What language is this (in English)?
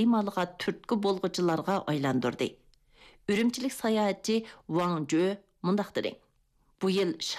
Uyghur